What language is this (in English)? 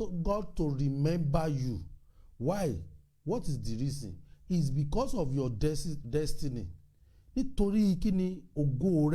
Yoruba